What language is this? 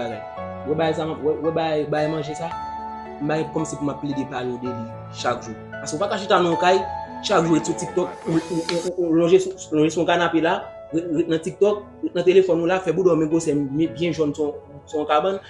Haitian Creole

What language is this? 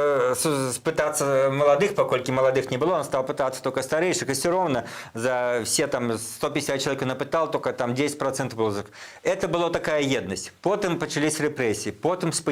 Belarusian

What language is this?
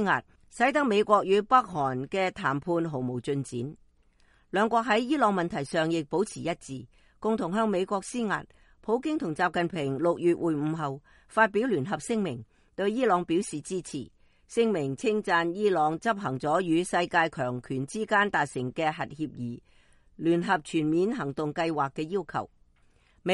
Cantonese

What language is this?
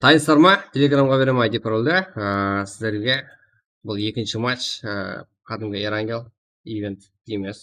Kara-Kalpak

